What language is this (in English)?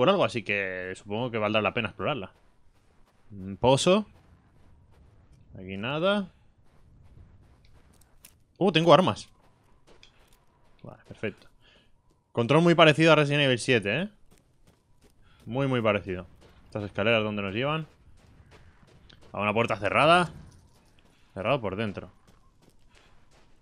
Spanish